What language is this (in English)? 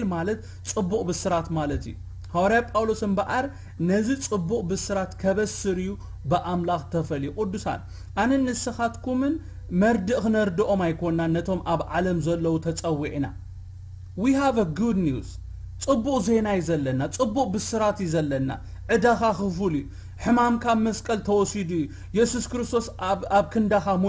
Tigrinya